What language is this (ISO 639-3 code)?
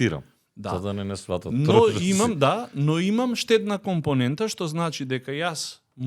mkd